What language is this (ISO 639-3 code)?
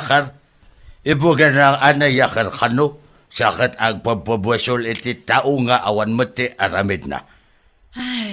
ilo